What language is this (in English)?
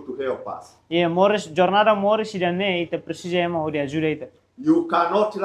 Tetum